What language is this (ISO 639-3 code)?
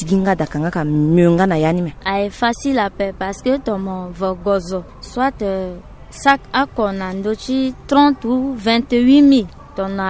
sag